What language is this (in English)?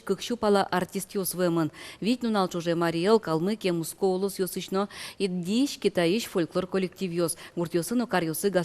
Udmurt